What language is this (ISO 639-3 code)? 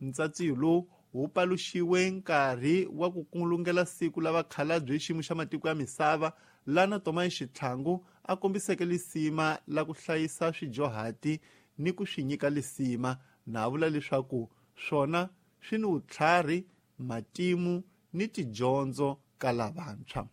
tso